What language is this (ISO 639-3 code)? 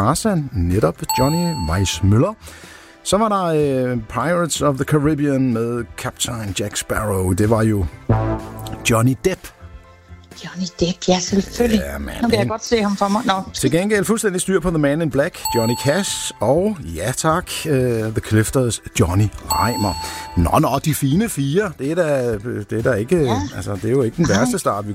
dan